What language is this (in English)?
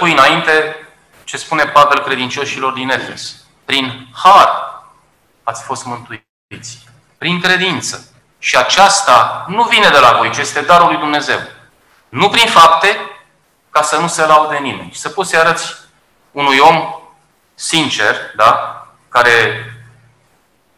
Romanian